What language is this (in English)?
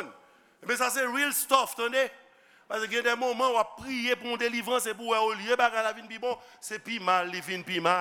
Haitian Creole